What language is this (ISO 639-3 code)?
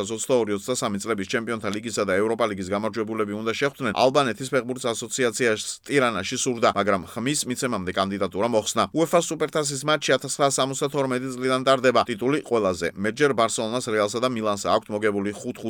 kat